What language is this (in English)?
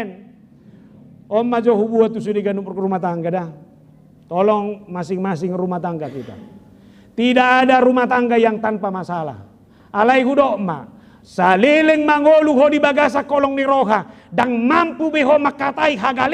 Batak Toba